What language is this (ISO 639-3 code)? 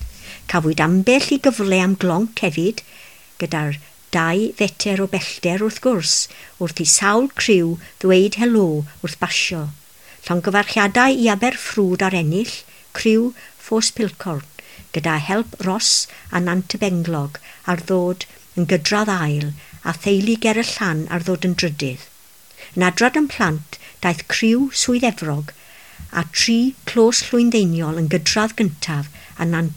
cym